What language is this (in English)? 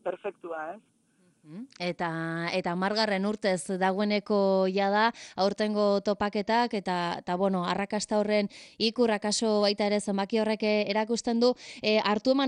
Basque